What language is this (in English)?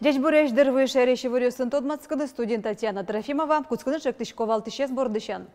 Udmurt